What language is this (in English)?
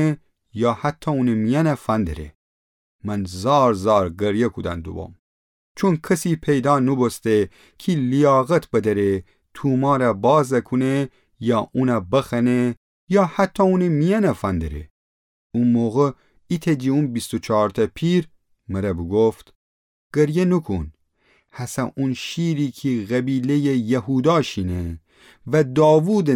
Gilaki